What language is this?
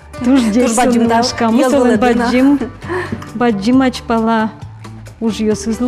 Udmurt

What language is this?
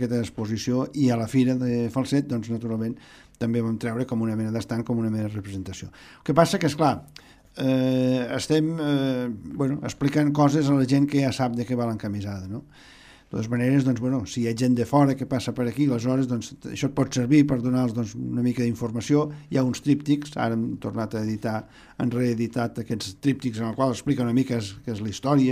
Catalan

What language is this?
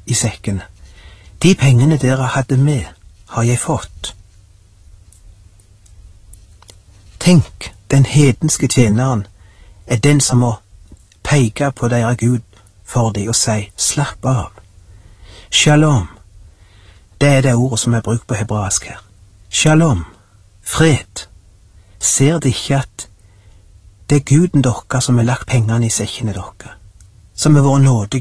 Norwegian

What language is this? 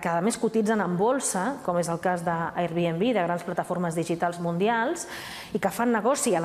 Catalan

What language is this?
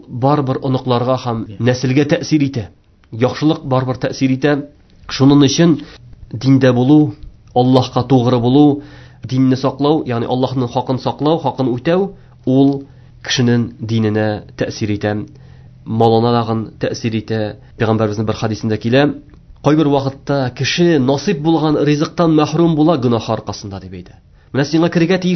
Tatar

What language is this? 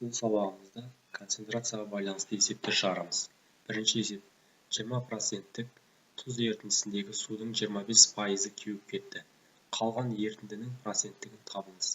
Kazakh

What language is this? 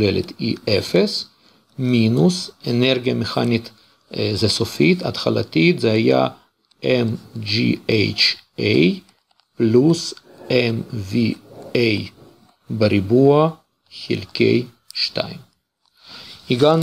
Hebrew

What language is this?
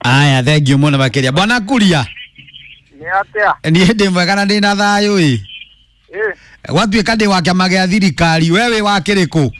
Kikuyu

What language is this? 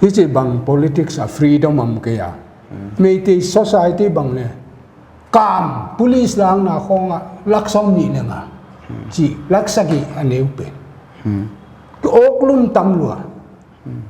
Paite Chin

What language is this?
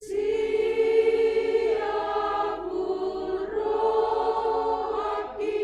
Batak Toba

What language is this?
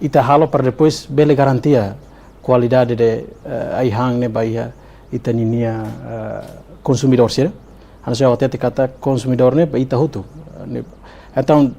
Tetum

